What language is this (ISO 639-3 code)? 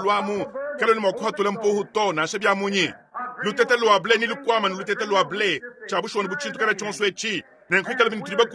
lua